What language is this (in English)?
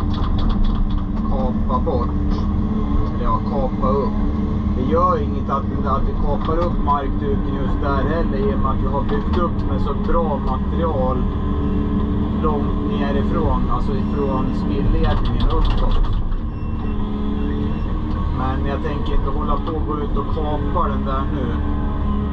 Swedish